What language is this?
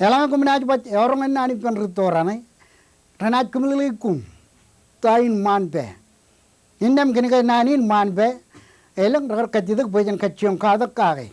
Marshallese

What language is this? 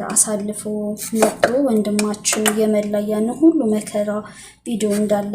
Amharic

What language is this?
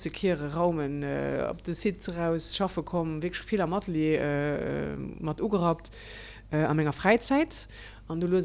Luxembourgish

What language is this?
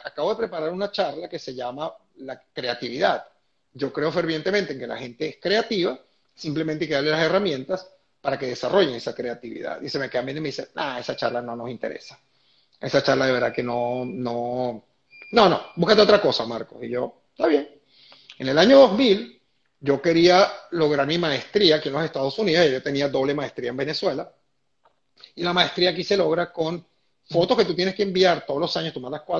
Spanish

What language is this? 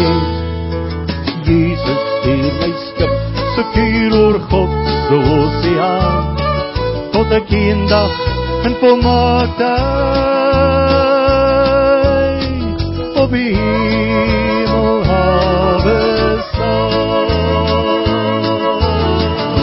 Afrikaans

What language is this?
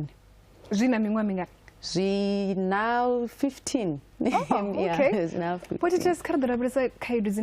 Venda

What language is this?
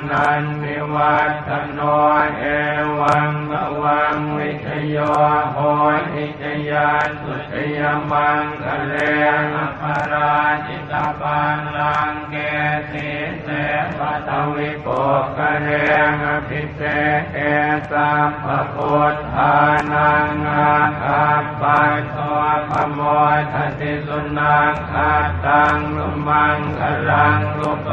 Pali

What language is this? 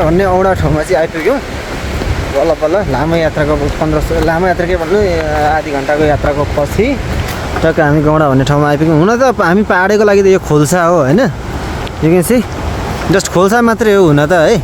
Nepali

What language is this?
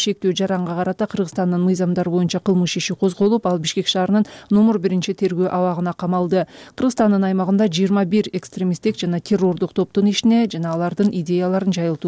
Kyrgyz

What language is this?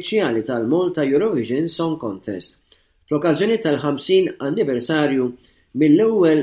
Maltese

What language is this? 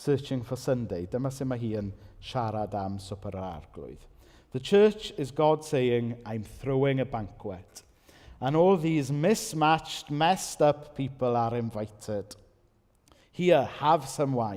Welsh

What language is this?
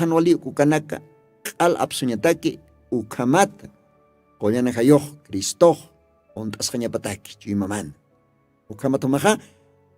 Aymara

